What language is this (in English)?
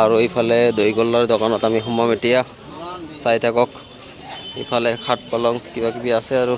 Assamese